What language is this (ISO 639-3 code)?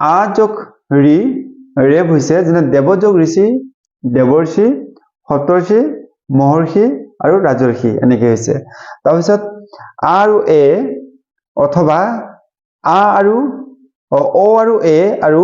asm